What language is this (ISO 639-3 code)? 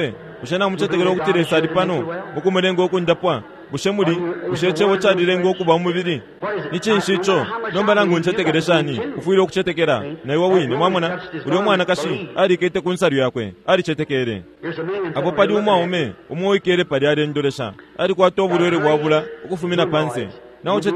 bem